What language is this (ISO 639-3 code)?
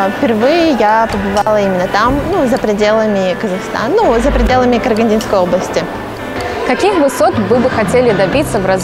rus